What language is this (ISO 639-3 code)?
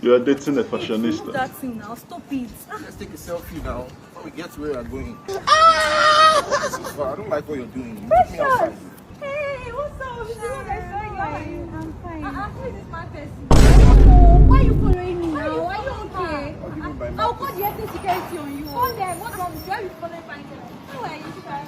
pcm